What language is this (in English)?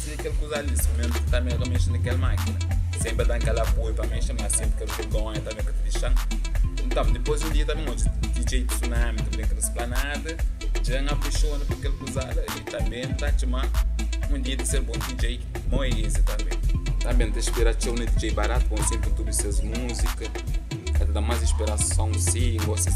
Kabuverdianu